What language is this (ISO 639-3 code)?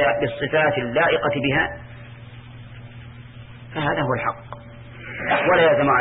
ara